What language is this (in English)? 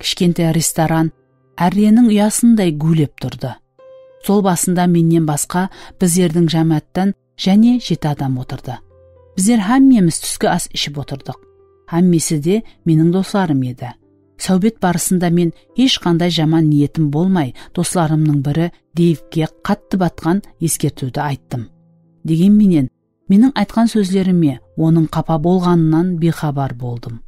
Kara-Kalpak